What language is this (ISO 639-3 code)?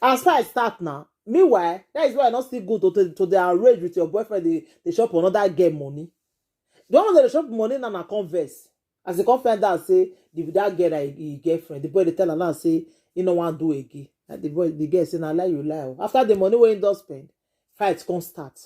pcm